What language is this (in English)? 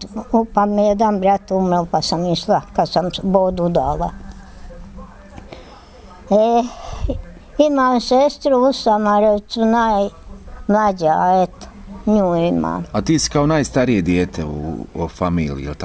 Bosnian